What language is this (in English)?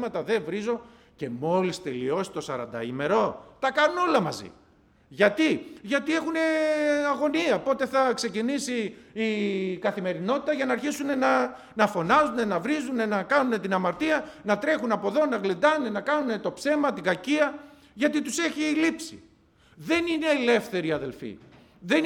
Greek